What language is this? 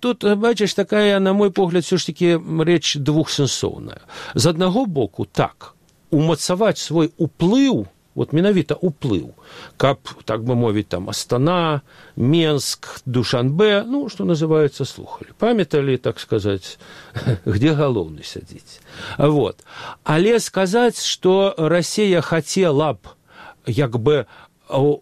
Belarusian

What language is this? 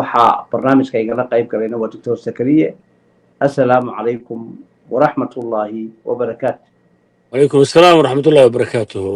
Somali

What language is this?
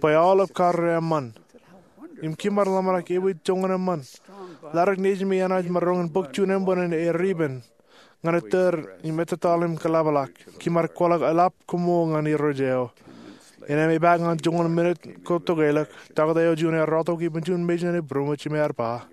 Marshallese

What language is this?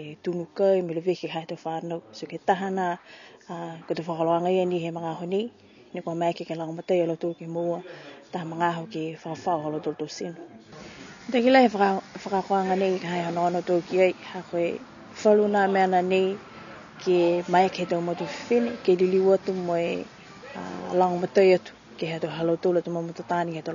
Niuean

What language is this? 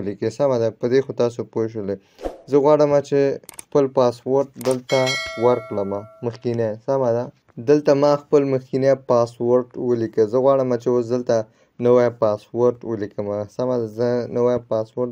Pashto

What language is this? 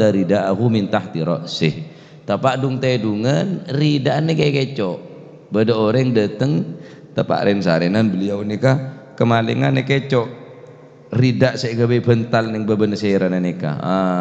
Madurese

